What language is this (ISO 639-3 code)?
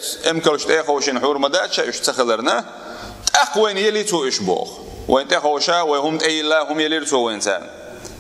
che